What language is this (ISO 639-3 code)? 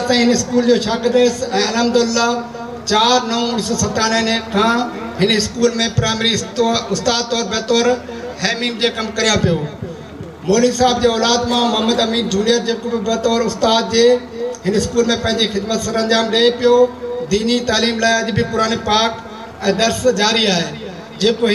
snd